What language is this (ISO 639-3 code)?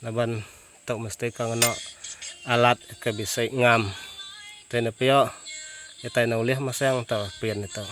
iba